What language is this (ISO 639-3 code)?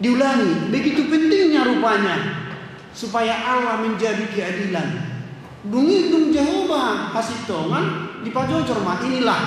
bbc